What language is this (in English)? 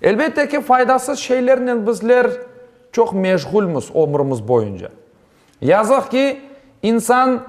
Crimean Tatar